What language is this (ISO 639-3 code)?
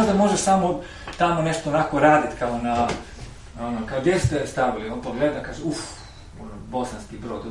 hrv